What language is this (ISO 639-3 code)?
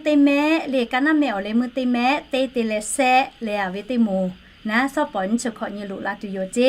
lhu